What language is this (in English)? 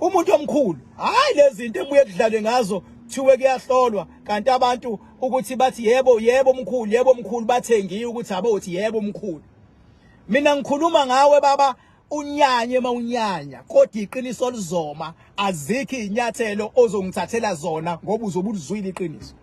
Zulu